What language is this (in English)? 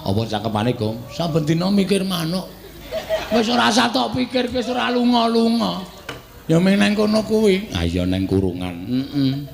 Javanese